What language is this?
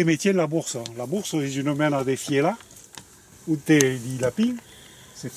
Occitan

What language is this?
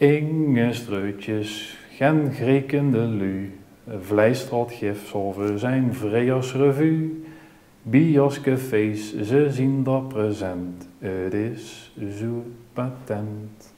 Limburgish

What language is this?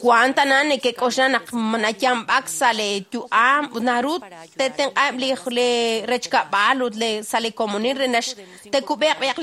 Kekchí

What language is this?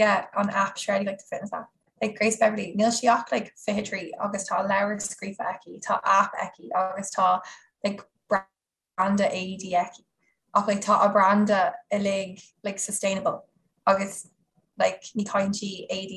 Irish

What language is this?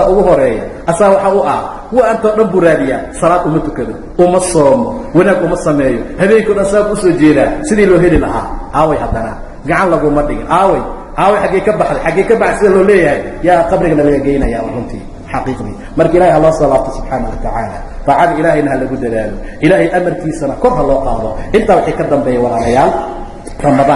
Somali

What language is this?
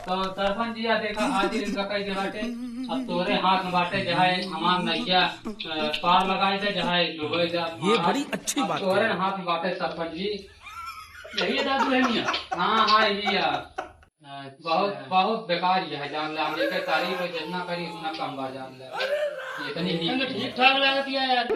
Awadhi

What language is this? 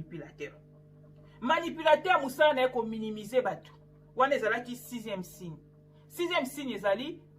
Lingala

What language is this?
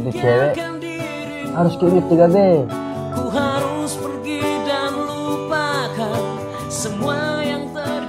Makassar Malay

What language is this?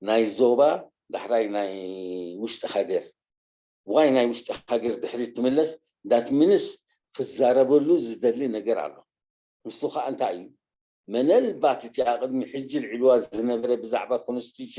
Tigrinya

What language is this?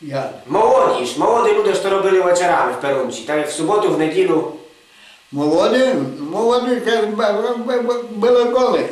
Rusyn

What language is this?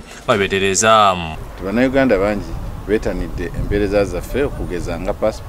Ganda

